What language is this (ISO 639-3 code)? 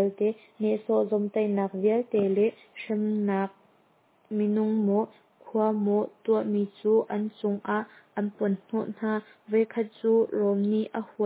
cnh